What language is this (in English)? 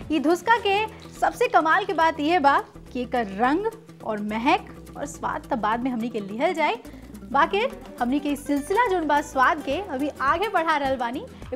Bhojpuri